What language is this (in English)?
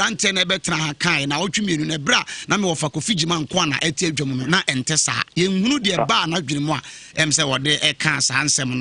Akan